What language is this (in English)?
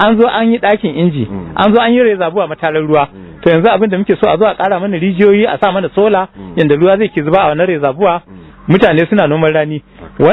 Hausa